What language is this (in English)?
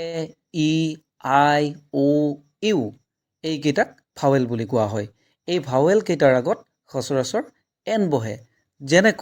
Assamese